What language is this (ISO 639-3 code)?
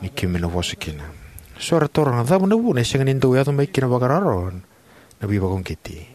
fij